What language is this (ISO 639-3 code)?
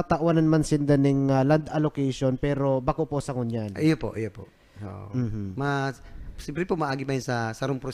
bik